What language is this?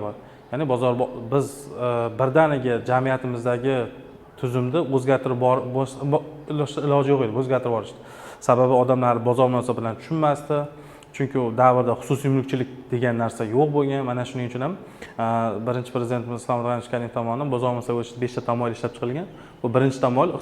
Uzbek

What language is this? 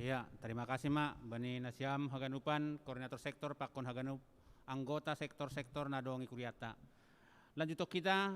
Batak Simalungun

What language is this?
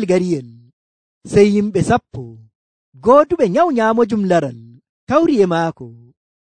Nigerian Fulfulde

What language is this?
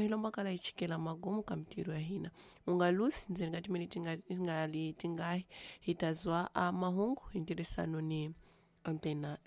Tsonga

